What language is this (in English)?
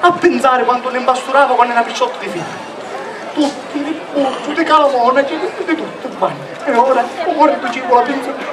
Sicilian